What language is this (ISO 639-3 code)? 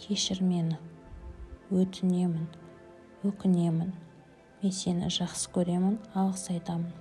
kaz